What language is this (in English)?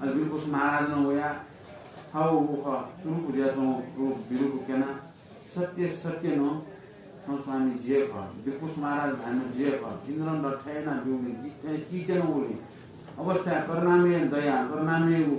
Newari